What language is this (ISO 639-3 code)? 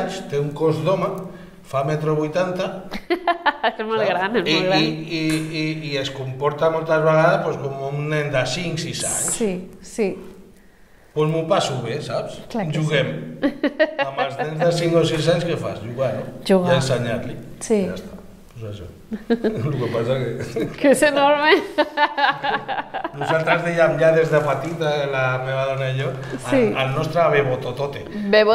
cat